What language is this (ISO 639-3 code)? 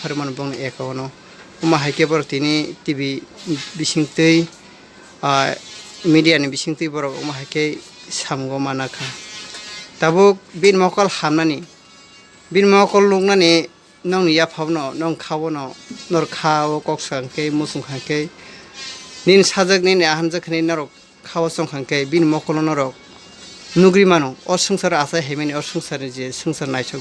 trp